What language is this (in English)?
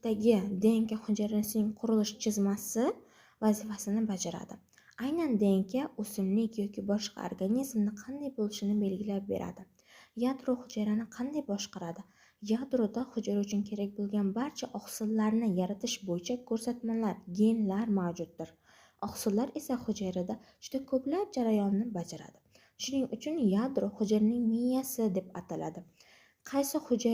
Uzbek